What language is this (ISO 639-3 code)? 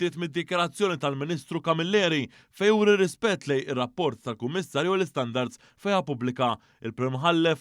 mlt